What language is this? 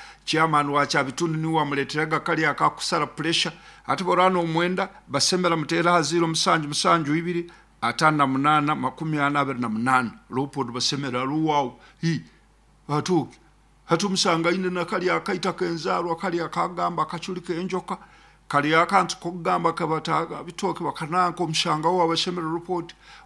Nyankole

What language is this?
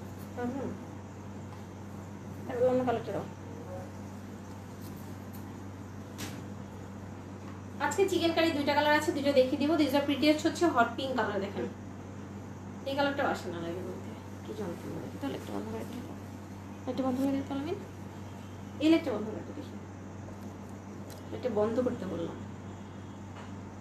Bangla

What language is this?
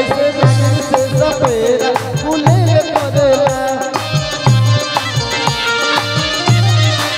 Bhojpuri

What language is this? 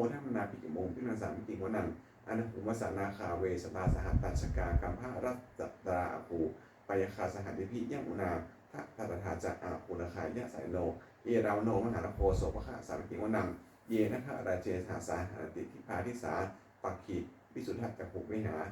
Pali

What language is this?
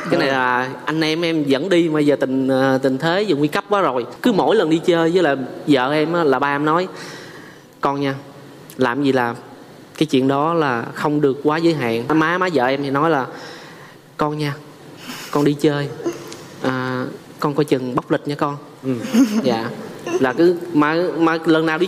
Vietnamese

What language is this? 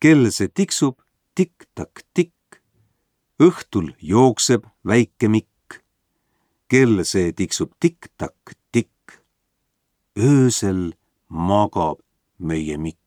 Estonian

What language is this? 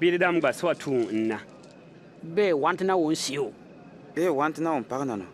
Bimoba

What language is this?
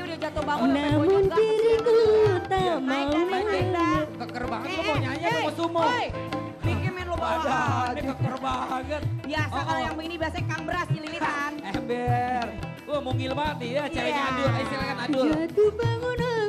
Betawi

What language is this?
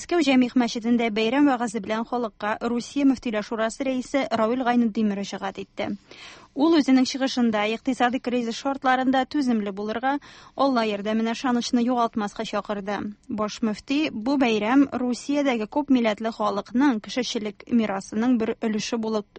Tatar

